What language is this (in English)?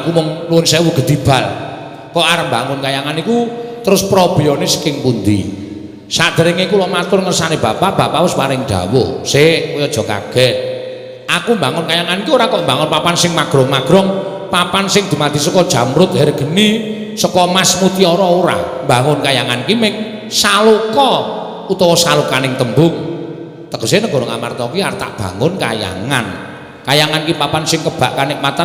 Javanese